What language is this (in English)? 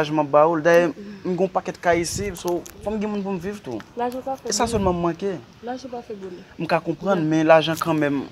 Haitian Creole